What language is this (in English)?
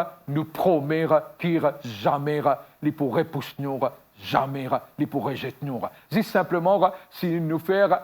Morisyen